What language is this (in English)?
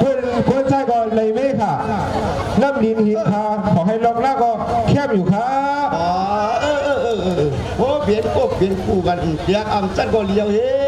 Shan